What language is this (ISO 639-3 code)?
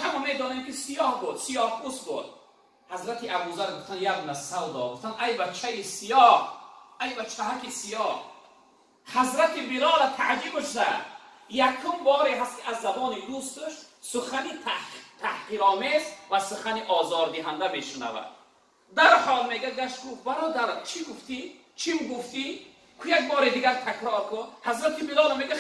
tgk